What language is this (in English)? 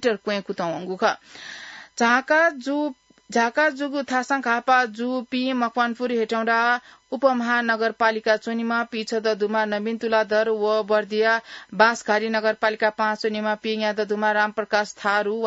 Newari